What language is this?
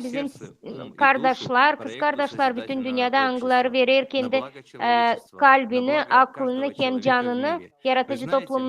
Gagauz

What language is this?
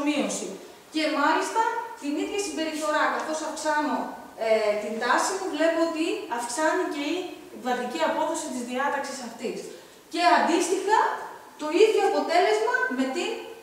Greek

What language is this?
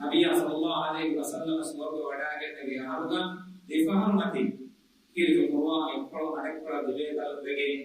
Divehi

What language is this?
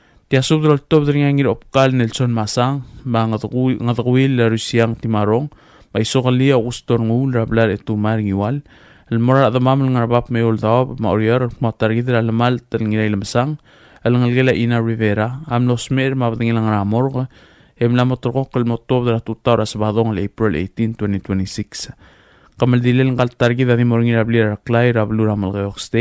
Palauan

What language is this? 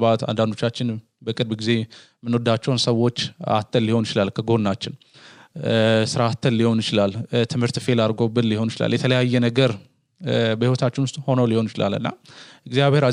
Amharic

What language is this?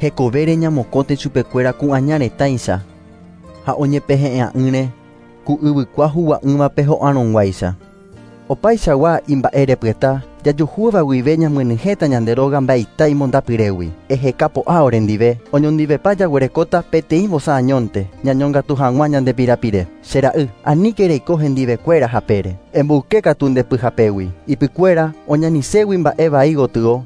Guarani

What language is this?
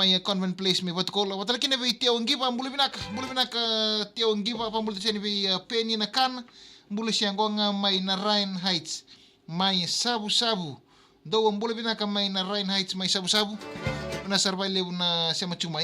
Fijian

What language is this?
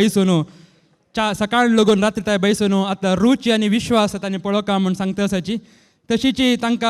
Konkani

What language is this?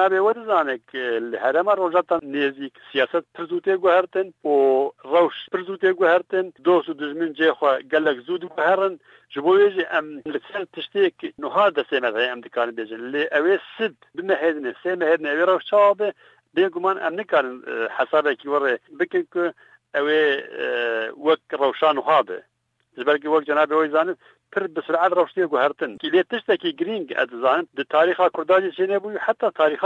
Kurdish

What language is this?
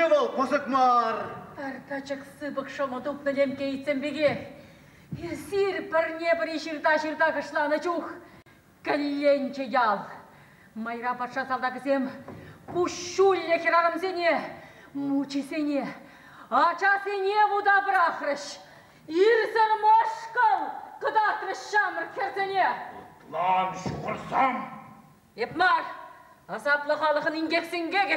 Chuvash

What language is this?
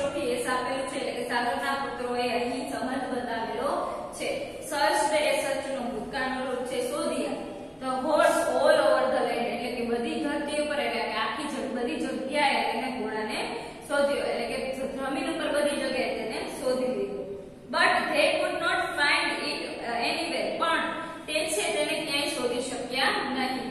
Gujarati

